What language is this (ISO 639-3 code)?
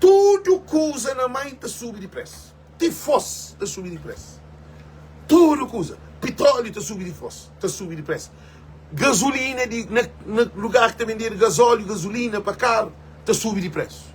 kea